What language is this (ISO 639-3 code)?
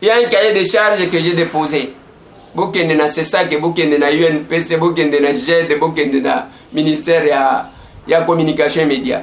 lin